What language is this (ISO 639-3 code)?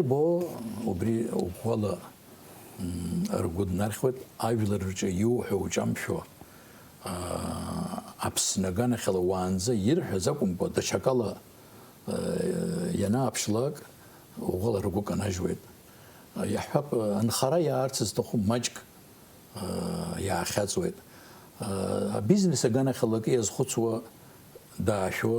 abk